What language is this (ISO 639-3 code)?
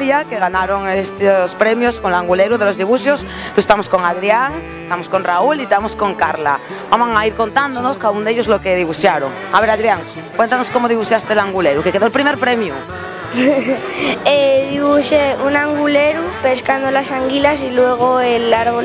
ast